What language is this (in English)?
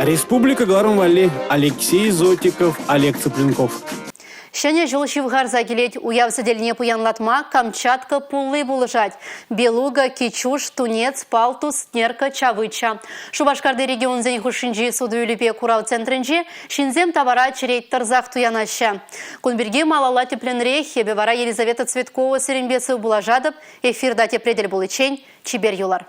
Chuvash